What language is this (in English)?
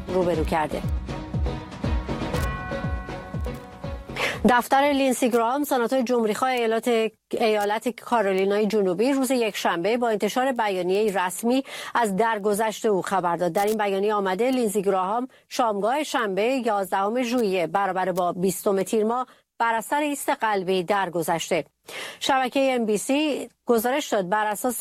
Persian